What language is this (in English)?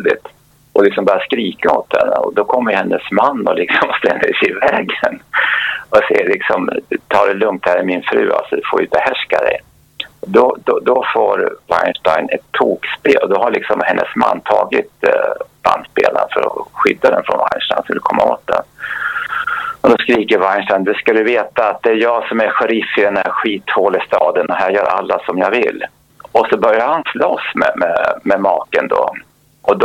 Swedish